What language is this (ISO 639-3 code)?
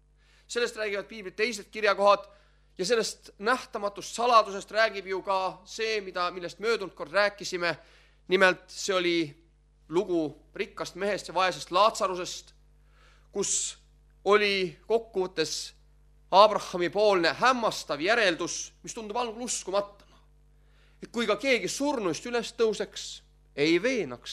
est